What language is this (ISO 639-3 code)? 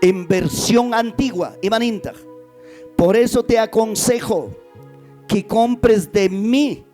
quy